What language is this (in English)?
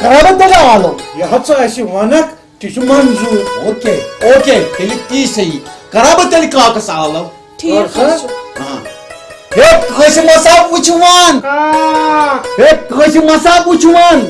Kashmiri